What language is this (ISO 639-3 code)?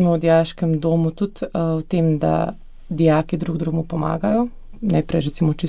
slv